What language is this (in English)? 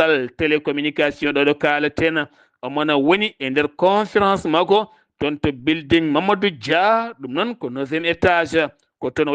Fula